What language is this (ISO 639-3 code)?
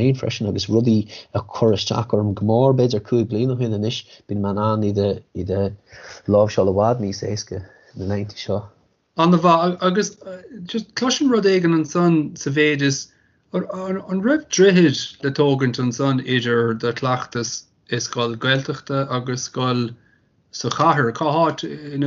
gle